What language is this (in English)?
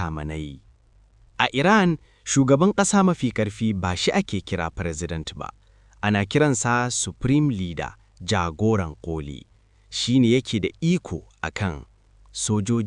Hausa